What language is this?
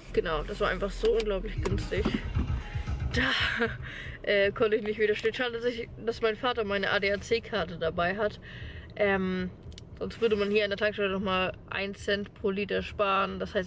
German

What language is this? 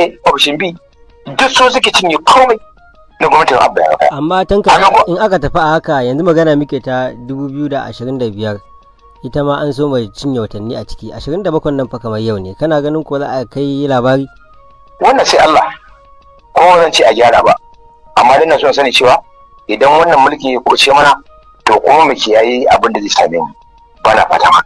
Hausa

